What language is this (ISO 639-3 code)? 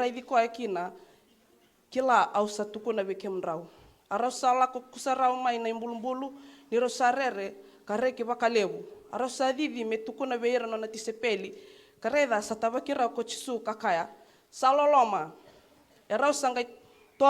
fij